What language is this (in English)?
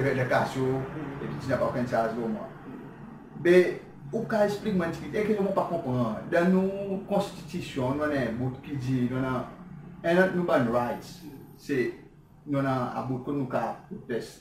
Seselwa Creole French